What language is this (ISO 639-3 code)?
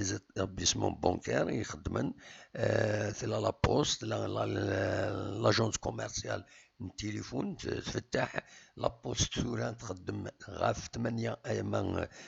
kab